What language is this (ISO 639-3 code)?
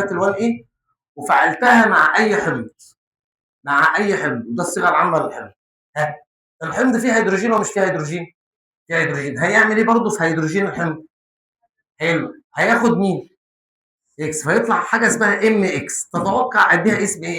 arz